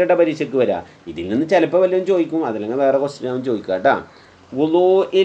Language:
Malayalam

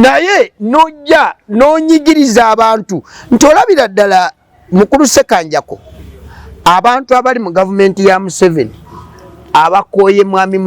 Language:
Ganda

